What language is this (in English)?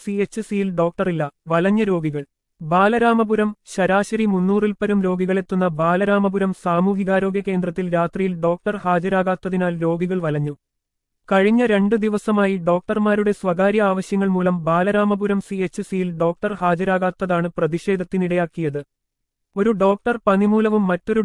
Malayalam